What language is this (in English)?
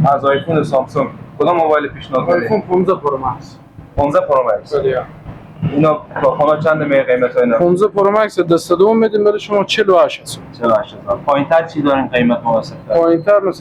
Persian